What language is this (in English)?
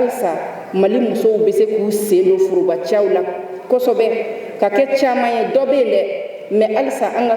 Bambara